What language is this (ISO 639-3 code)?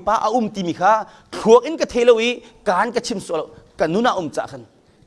cnh